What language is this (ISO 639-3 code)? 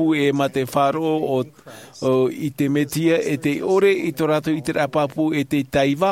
tah